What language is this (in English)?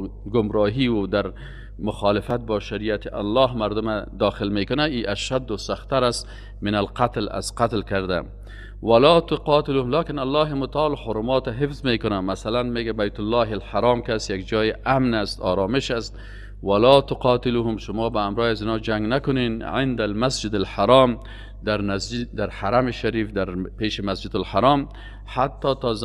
Persian